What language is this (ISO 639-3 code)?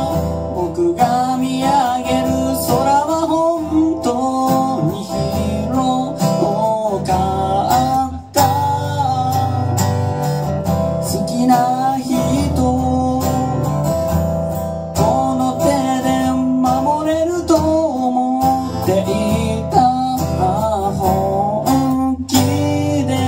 jpn